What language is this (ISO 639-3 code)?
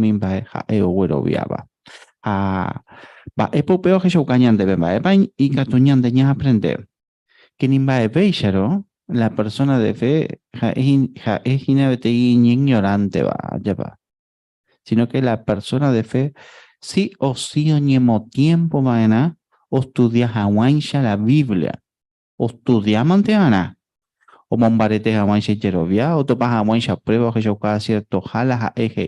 grn